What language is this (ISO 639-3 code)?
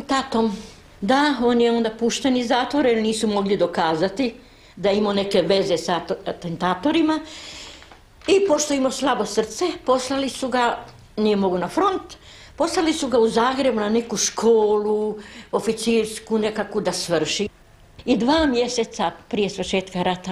hrv